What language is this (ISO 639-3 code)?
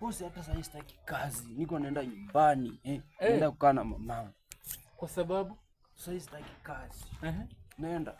swa